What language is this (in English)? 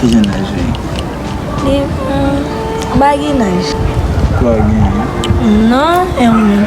Haitian Creole